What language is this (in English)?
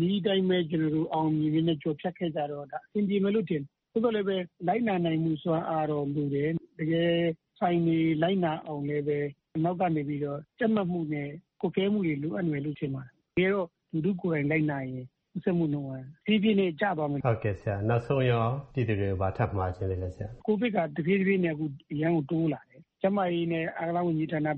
Burmese